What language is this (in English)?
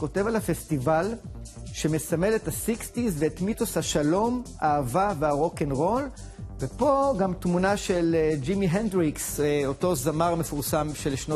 Hebrew